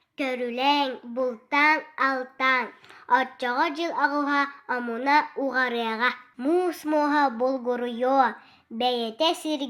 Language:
Yakut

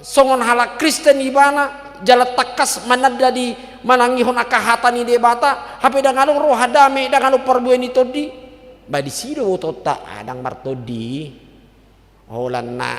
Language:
Batak Toba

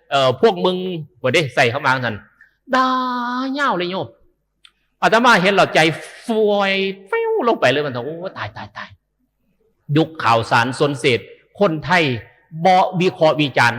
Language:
Northeastern Thai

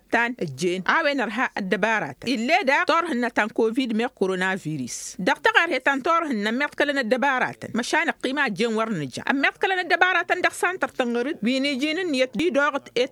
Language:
Tamasheq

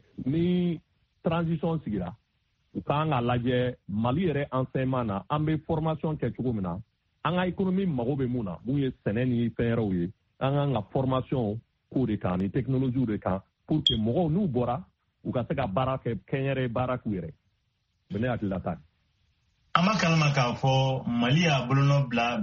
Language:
Bambara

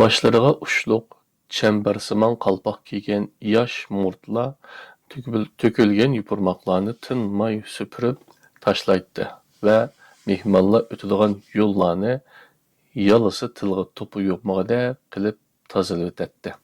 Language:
Uyghur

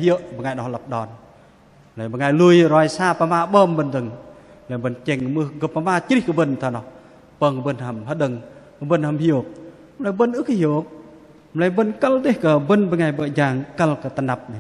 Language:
Bahnar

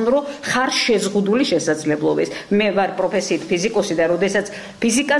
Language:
Georgian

